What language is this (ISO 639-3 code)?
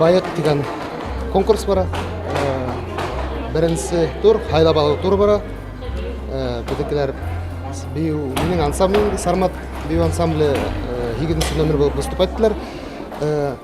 bak